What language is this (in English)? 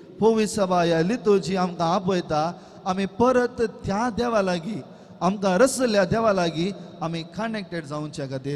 Konkani